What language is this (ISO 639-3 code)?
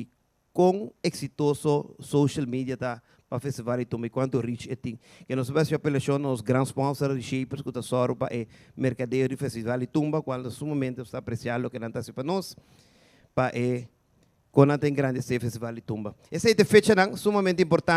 pap